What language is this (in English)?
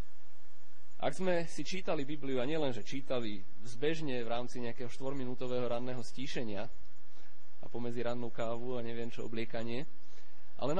Slovak